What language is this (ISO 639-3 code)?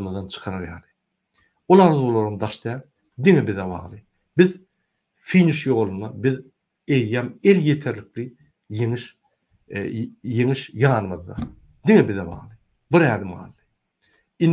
tuk